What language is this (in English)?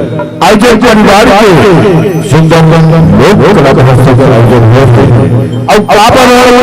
Chhattisgarhi